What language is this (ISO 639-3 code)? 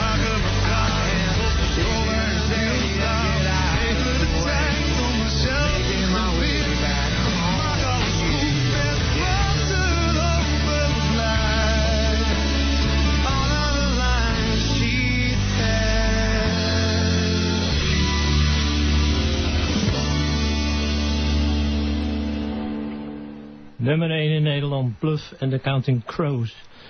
nld